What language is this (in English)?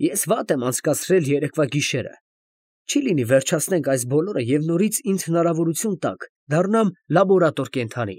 Armenian